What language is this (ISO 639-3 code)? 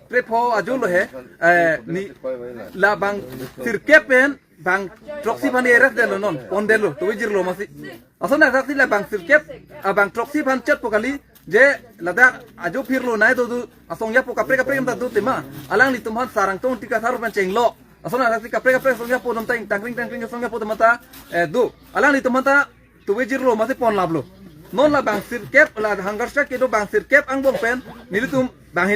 mjw